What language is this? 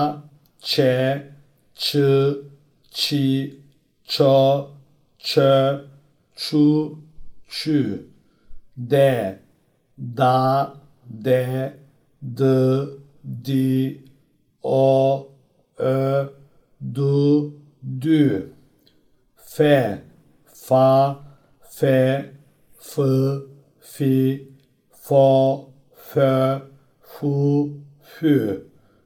Turkish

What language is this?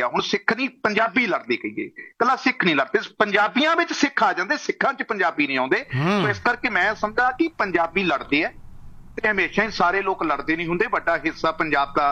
Punjabi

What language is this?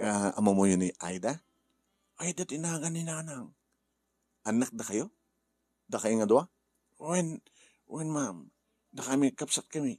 Iloko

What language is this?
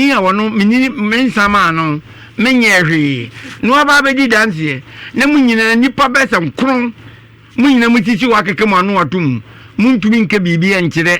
Akan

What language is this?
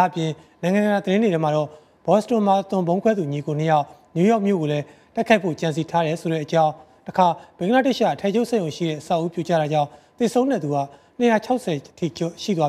Burmese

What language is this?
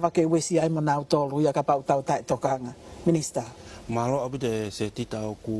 Tongan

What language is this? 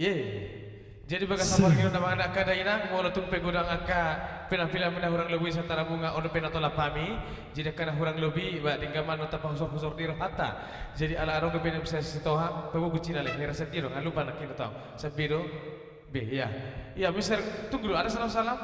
Batak Toba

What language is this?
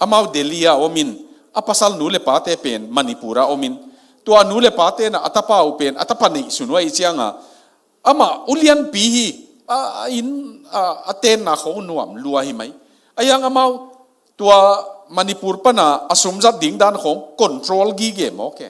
Tedim Chin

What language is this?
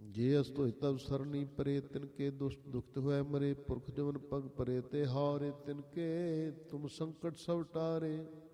Punjabi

